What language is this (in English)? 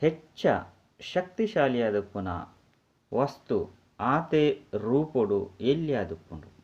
Tulu